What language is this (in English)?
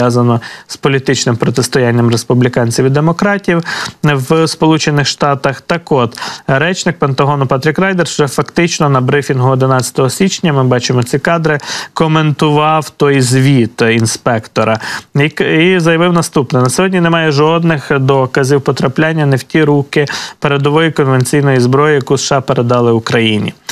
Ukrainian